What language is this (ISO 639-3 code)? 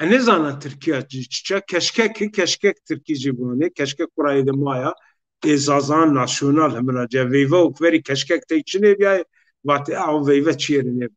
zza